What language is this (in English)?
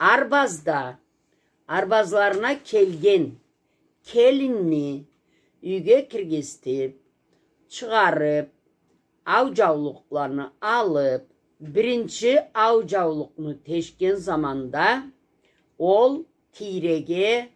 Karachay-Balkar